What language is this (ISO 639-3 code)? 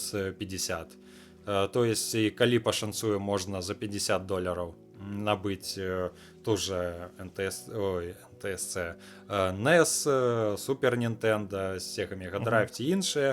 bel